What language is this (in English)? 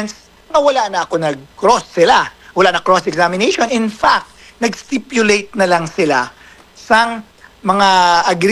Hiligaynon